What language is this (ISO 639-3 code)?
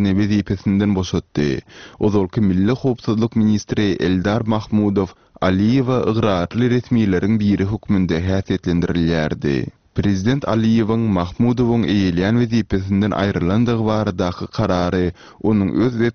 tuk